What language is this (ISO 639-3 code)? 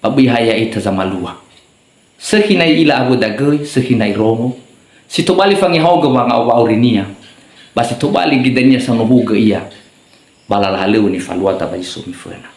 nia